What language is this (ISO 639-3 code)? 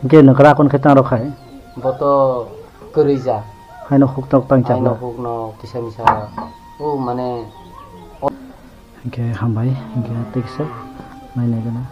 trp